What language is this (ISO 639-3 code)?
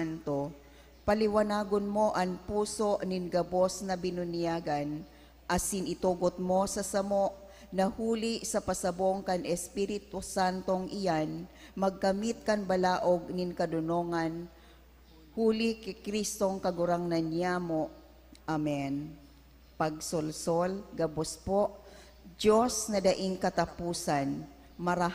bik